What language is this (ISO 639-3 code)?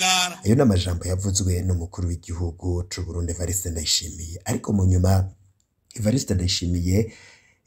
run